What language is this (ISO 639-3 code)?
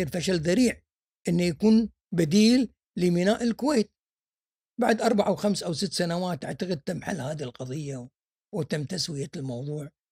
afb